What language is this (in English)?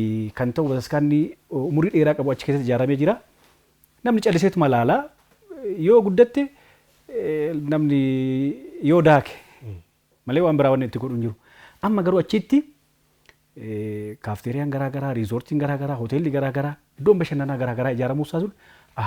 Oromo